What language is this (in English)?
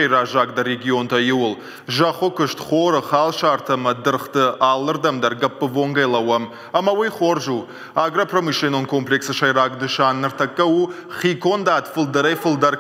Ossetic